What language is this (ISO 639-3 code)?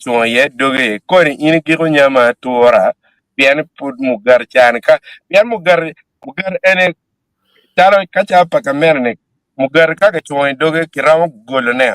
ach